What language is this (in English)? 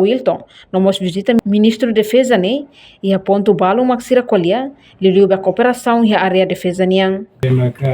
Tetum